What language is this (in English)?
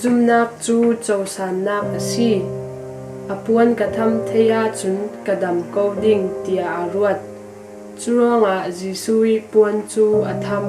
Falam Chin